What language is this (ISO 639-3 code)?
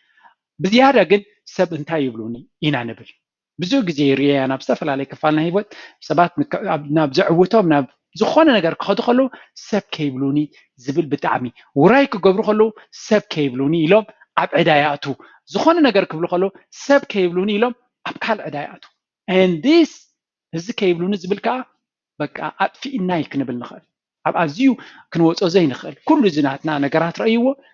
tir